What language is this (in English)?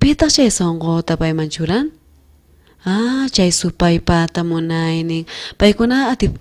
South Bolivian Quechua